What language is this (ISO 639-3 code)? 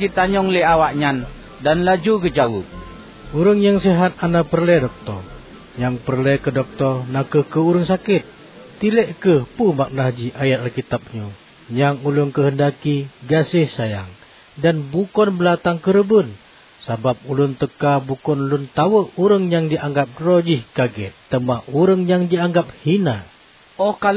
ace